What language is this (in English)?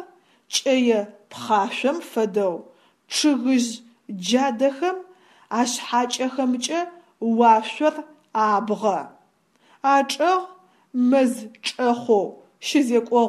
Adyghe